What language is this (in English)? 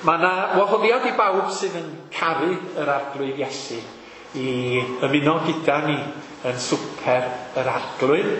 Welsh